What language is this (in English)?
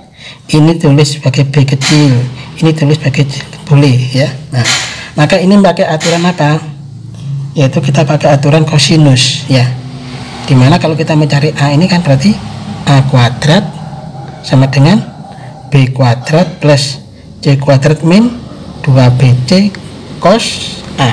Indonesian